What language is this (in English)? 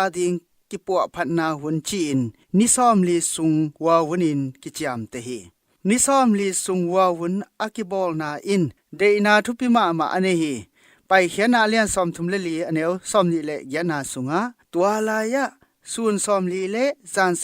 Tedim Chin